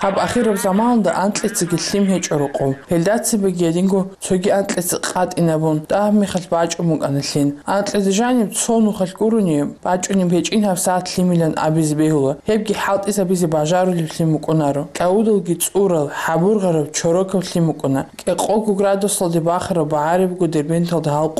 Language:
Avaric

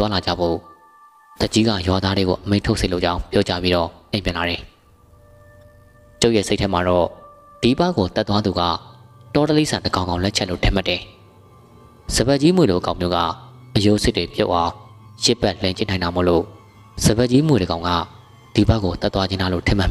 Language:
Burmese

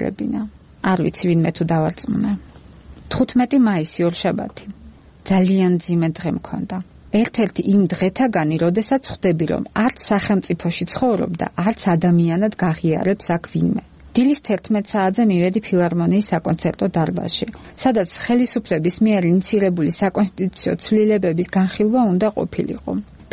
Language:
Georgian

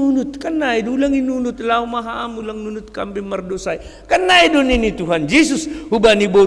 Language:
Batak Simalungun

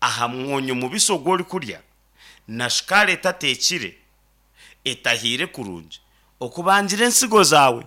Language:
Nyankole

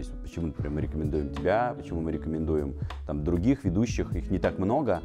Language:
Russian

